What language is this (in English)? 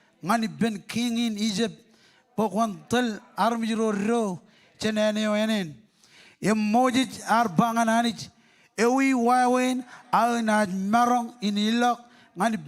Marshallese